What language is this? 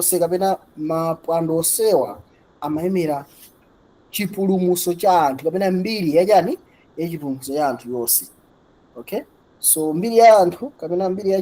Nyanja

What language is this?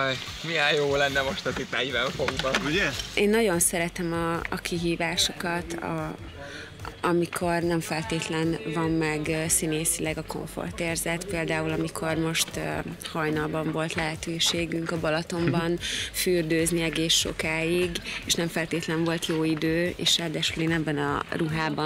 Hungarian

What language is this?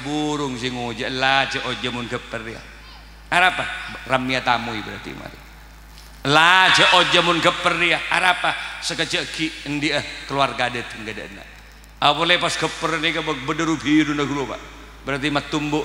Madurese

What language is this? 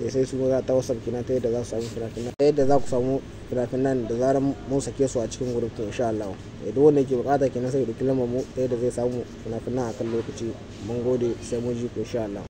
Hausa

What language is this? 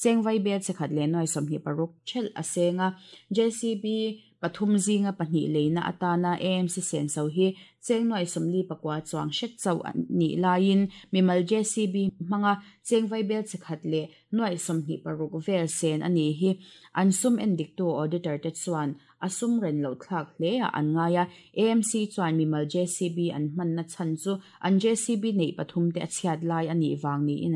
Mizo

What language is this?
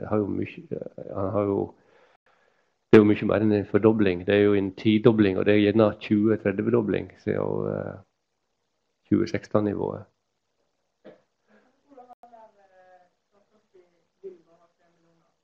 Norwegian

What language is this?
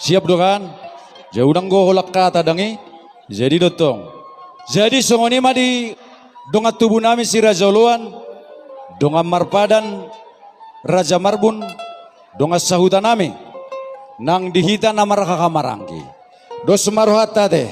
Batak Toba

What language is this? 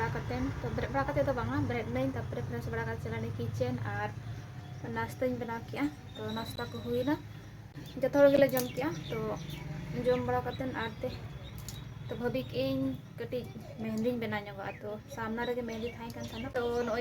Santali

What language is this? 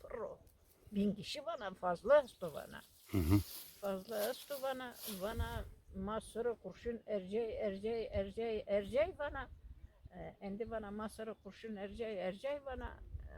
Zaza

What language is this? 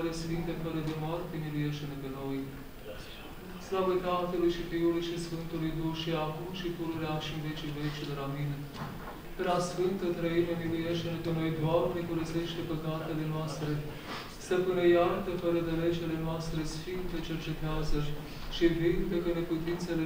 Romanian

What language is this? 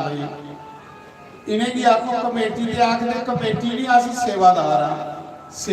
Dogri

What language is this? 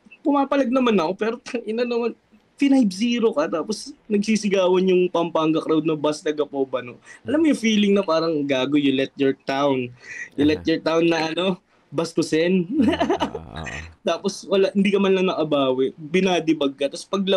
Filipino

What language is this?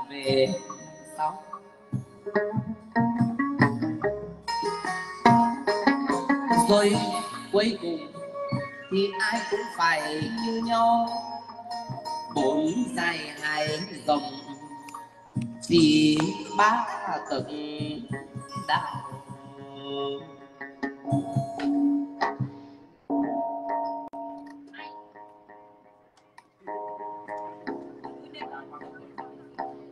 Vietnamese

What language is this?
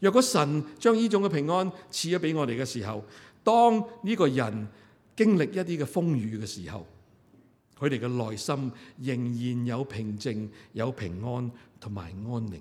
Cantonese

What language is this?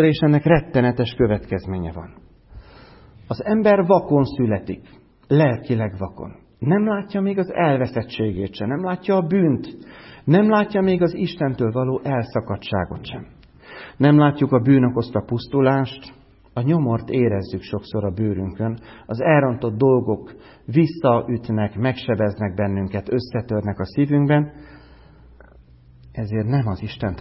Hungarian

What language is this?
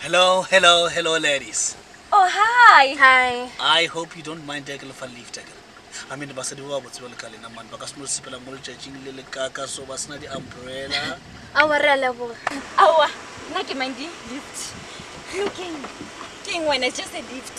Northern Sotho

